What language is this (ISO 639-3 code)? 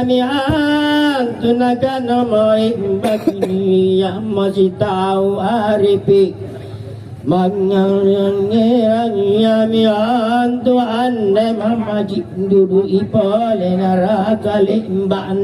mak